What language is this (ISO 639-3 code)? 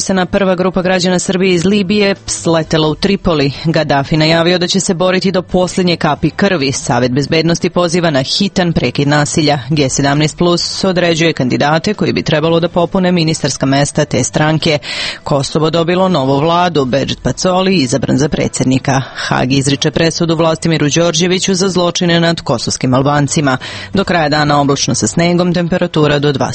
srp